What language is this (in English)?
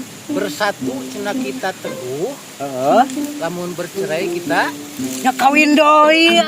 Sundanese